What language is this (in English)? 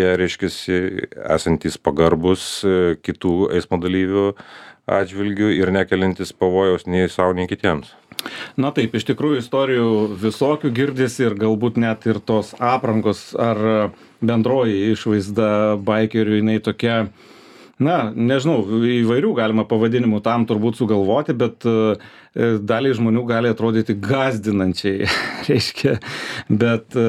Lithuanian